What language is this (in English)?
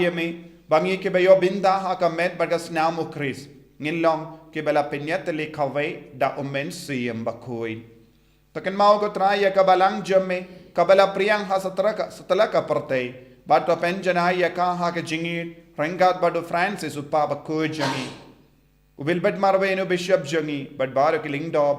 Khasi